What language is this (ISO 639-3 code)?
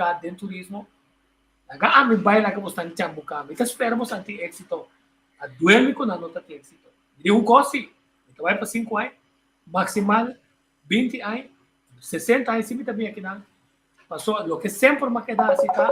pap